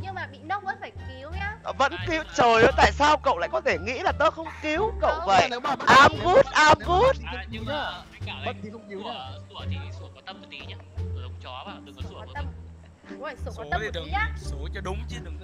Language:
Vietnamese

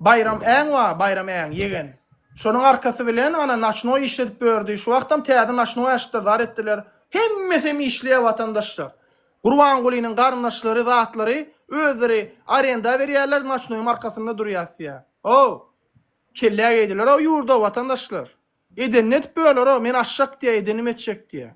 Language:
Turkmen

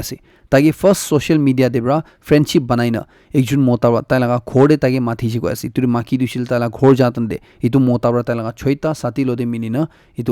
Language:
Naga Pidgin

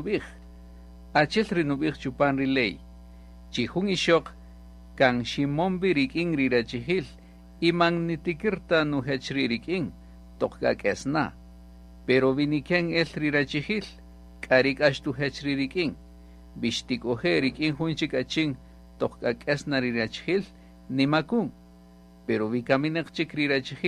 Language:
Kaqchikel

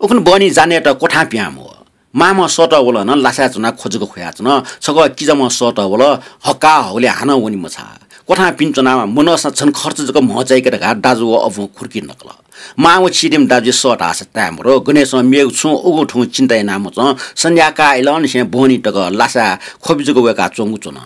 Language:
Newari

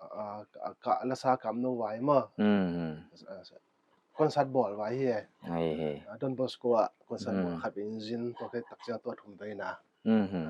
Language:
Paite Chin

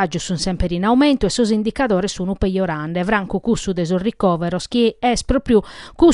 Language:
Sardinian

